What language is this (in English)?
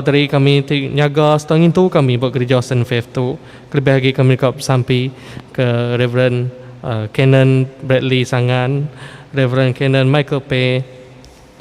Iban